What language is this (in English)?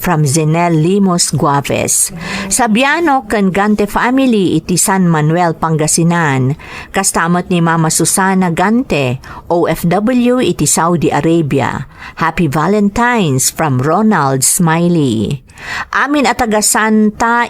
Iloko